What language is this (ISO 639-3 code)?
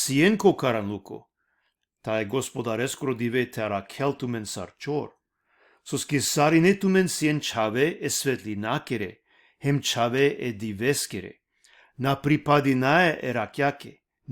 rmn